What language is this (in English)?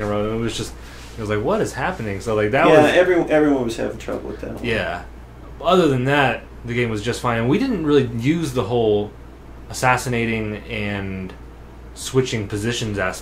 English